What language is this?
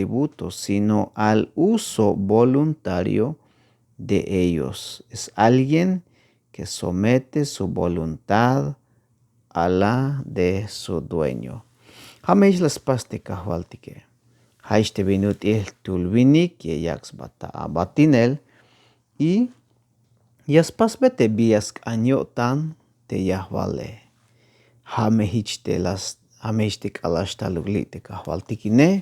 Tzeltal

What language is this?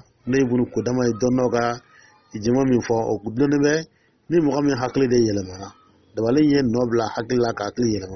Dyula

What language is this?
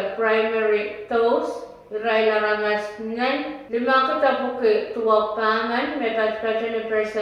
Pohnpeian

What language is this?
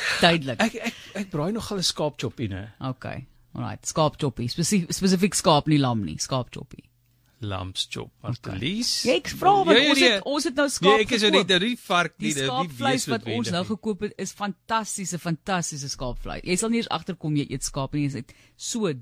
Afrikaans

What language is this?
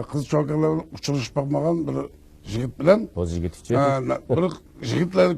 Uyghur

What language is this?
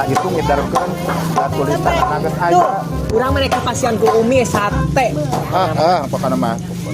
Sundanese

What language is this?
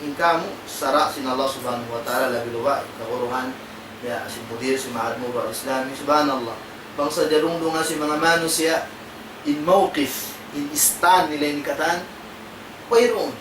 Tausug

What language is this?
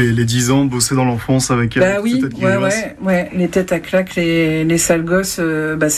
French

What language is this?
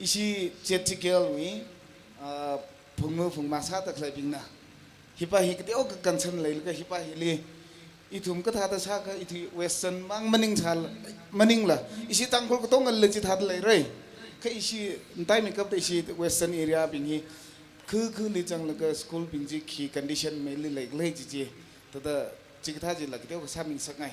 Tangkhul Naga (India)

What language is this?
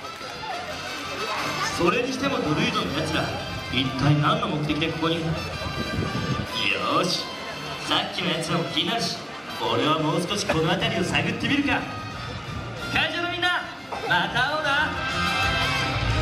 Japanese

